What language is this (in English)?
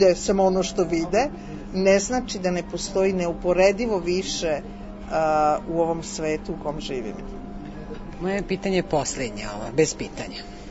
Serbian